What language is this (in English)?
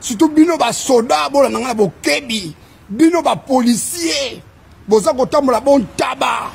Lingala